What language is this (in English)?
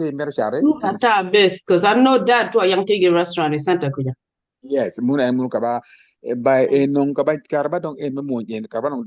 Acoli